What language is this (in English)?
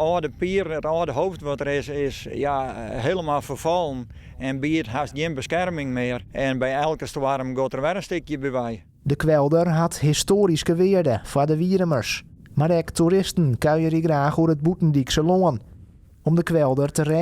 Western Frisian